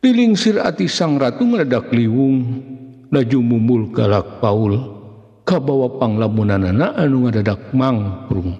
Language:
Sundanese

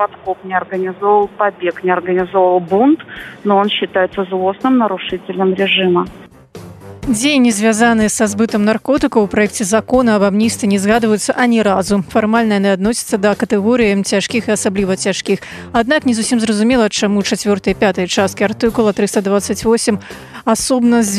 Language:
Belarusian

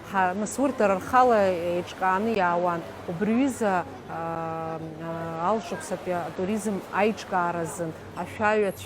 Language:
Abkhazian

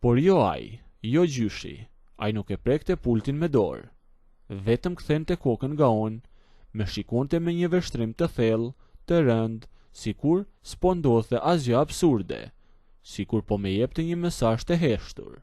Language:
Albanian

